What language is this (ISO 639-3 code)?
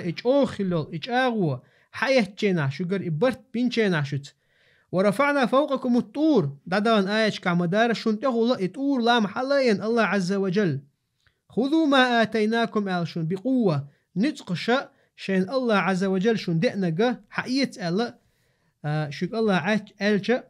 che